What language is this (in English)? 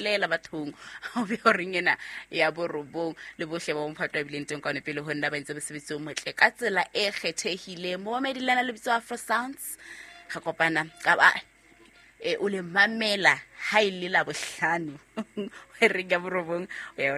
Southern Sotho